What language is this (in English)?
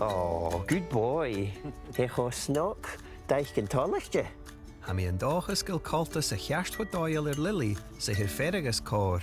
Scottish Gaelic